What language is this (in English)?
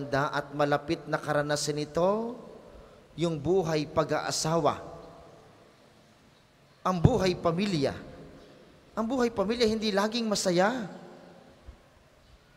Filipino